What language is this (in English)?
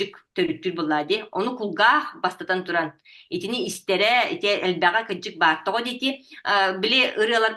Yakut